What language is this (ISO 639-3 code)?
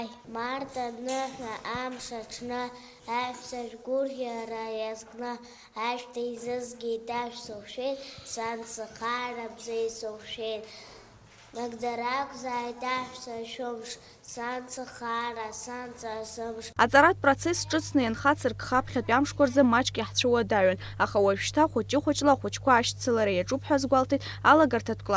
abk